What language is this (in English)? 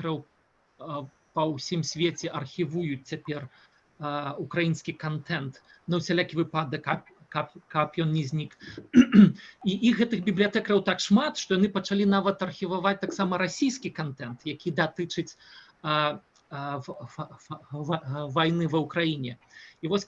Belarusian